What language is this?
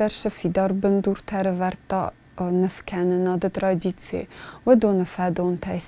Ossetic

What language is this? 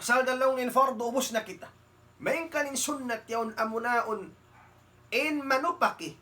Tausug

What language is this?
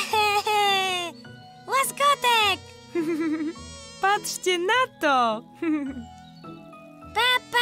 Polish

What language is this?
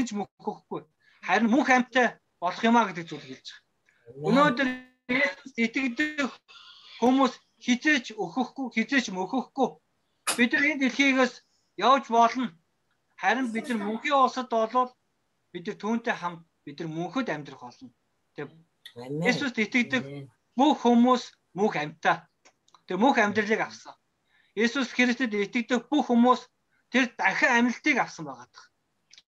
Mongolian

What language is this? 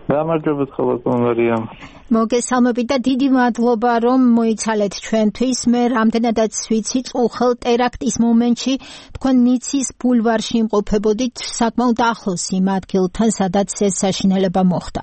Georgian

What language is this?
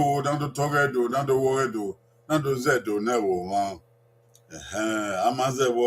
Bini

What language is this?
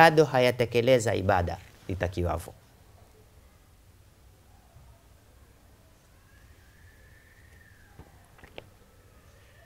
Swahili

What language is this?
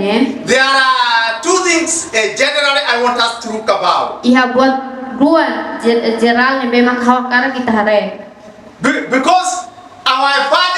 Tetum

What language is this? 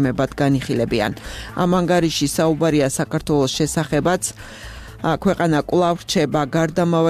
Georgian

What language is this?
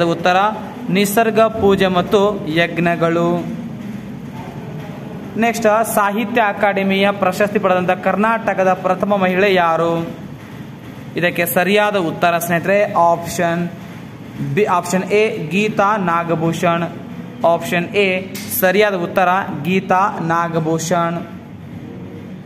Kannada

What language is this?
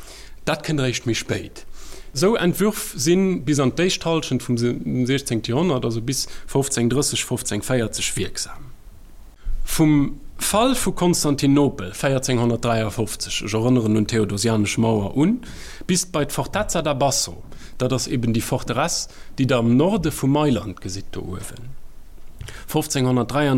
Luxembourgish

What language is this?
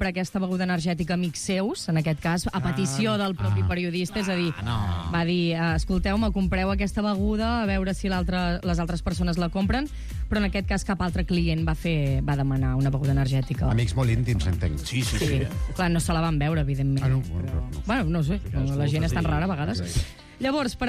Catalan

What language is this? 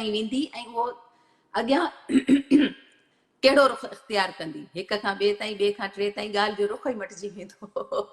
Sindhi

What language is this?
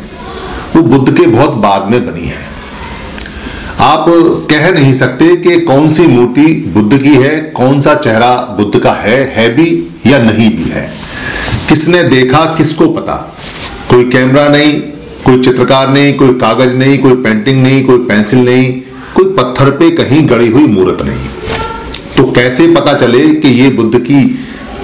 Hindi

